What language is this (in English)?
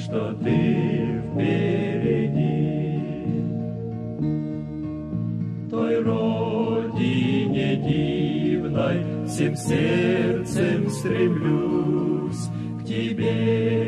Russian